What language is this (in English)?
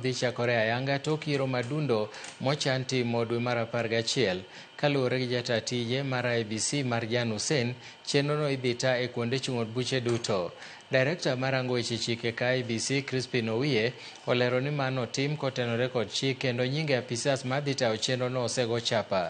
Luo (Kenya and Tanzania)